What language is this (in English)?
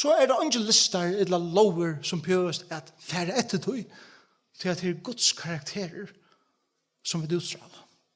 Faroese